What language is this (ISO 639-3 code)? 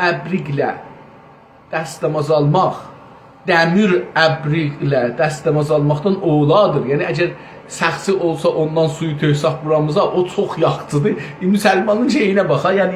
azb